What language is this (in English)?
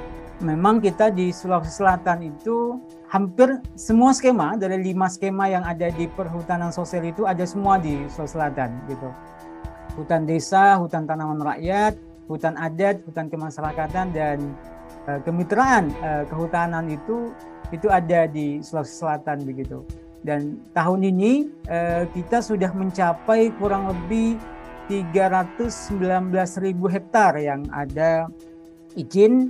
Indonesian